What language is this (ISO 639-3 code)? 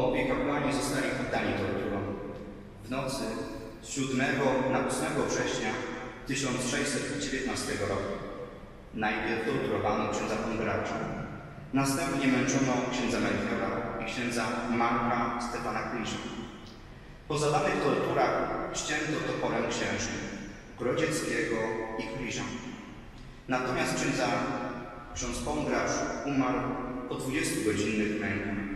pol